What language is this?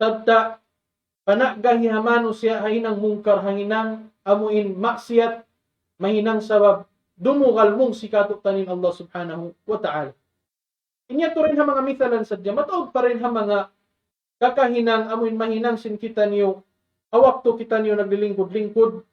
Tausug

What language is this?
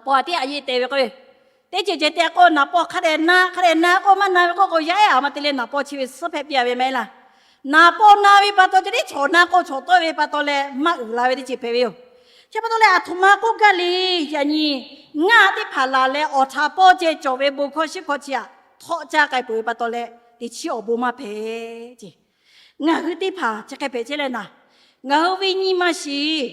Lahu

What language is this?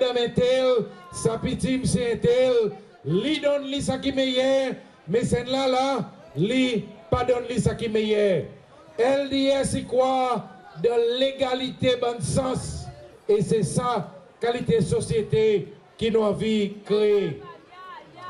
Seselwa Creole French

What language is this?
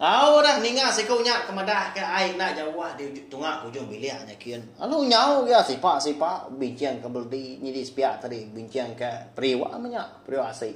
Iban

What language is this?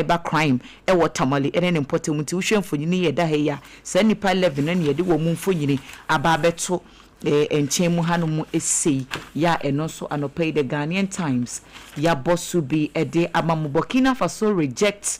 Akan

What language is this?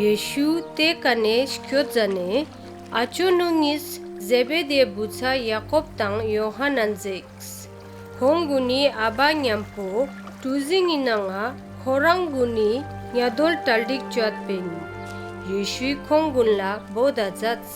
Ladakhi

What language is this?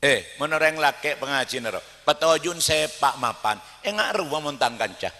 Madurese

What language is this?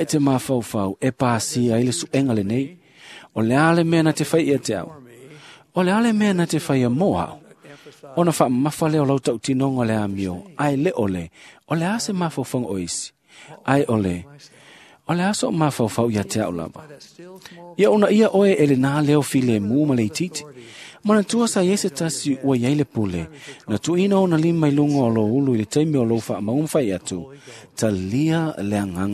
Samoan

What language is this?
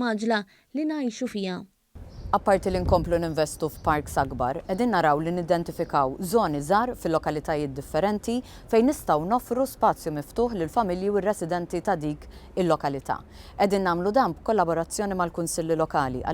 Maltese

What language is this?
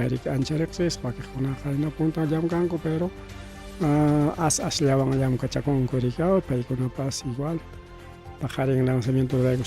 Ayacucho Quechua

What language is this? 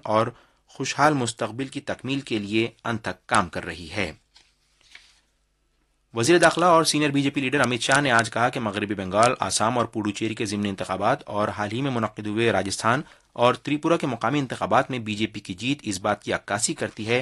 Urdu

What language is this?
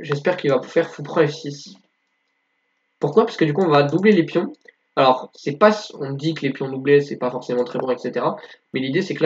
French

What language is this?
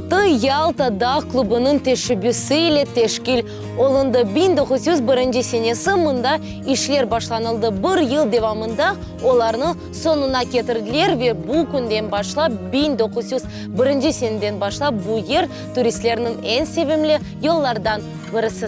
Crimean Tatar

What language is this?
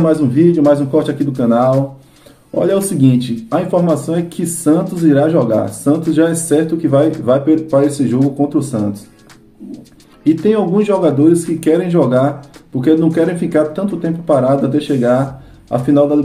Portuguese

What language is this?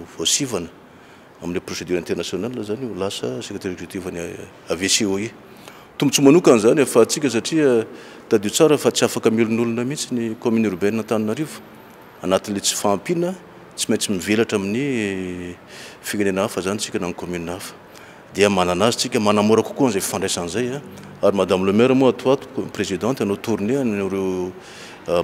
Malagasy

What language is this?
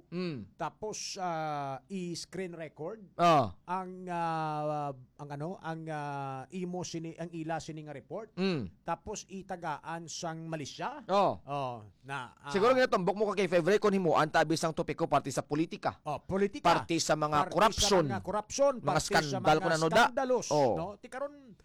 Hiligaynon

